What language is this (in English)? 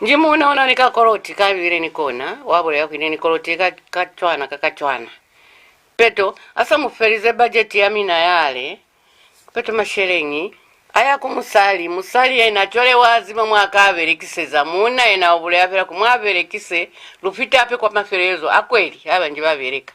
Lozi